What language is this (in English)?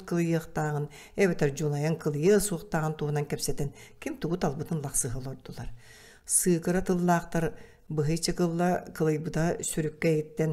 Yakut